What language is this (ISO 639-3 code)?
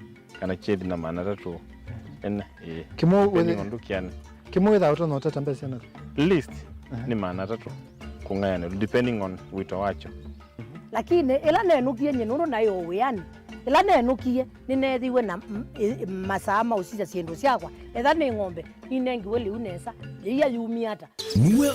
kam